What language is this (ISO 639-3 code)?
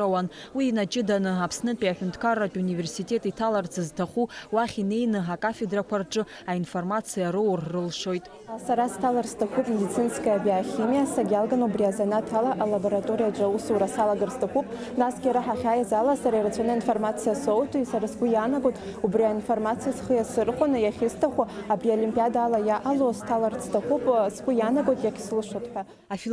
abk